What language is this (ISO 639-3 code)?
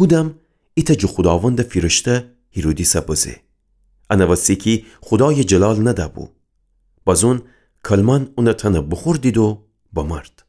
glk